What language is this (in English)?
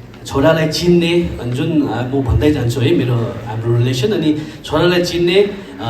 Nepali